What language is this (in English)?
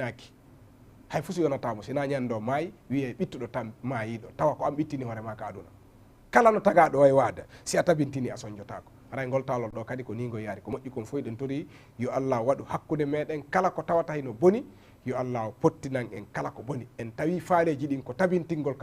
Fula